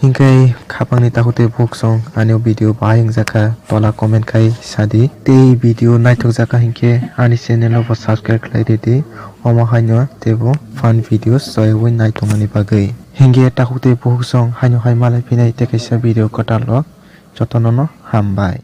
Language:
Kok Borok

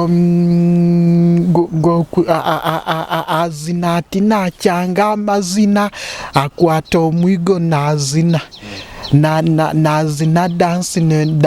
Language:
Nyoro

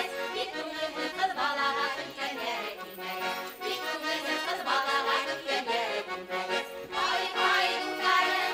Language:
Bashkir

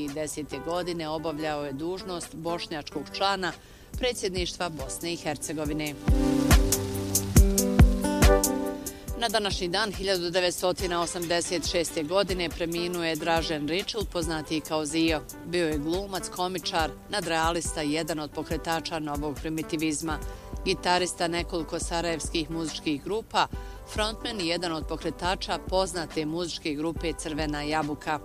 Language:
Bosnian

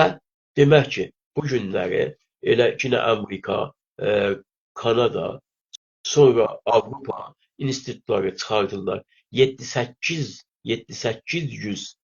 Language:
South Azerbaijani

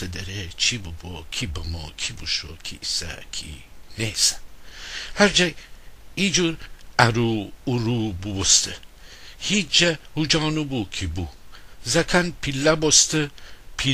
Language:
Gilaki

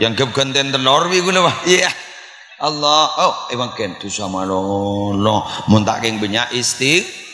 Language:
Madurese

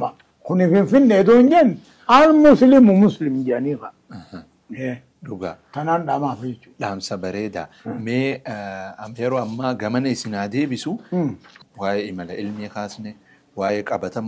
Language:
Oromo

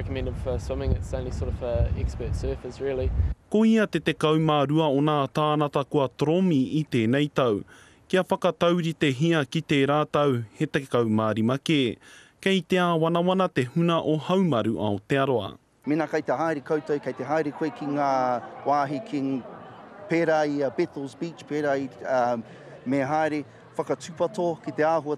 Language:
Māori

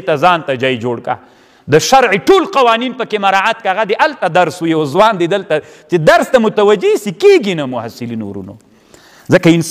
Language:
Pashto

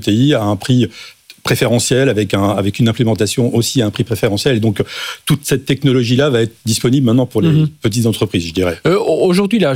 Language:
French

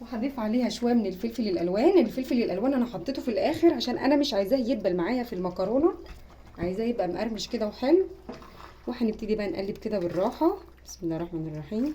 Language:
Egyptian Arabic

